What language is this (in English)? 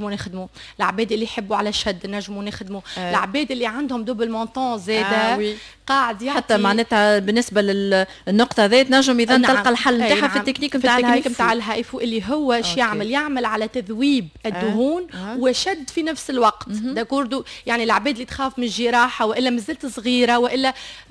Tunisian Arabic